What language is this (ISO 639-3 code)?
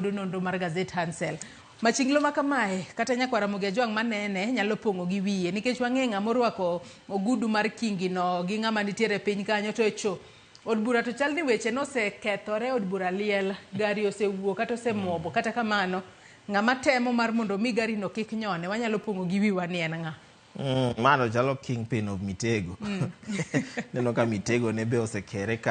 luo